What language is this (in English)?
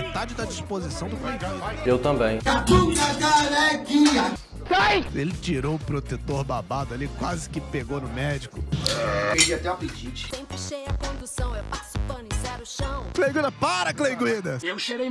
Portuguese